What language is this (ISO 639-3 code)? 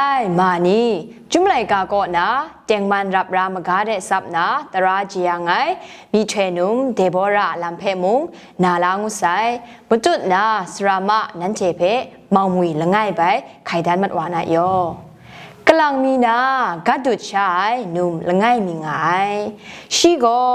kac